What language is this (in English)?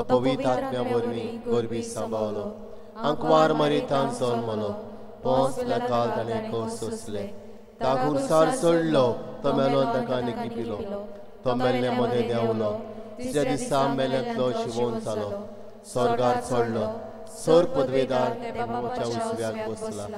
Konkani